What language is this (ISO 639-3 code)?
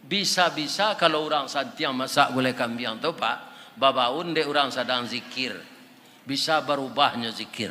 min